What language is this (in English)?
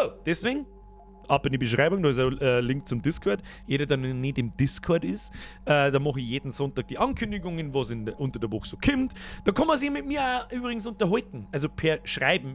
Bavarian